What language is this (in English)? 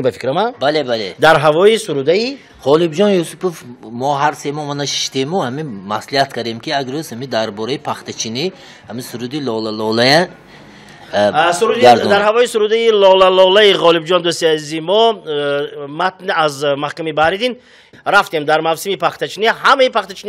Tajik